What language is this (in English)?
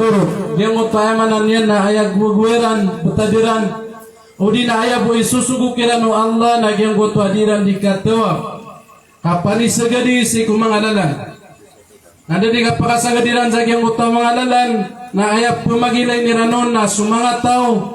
Maranao